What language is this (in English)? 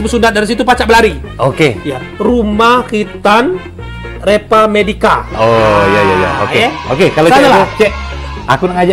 Musi